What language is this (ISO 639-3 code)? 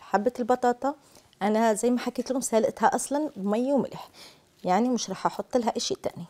arq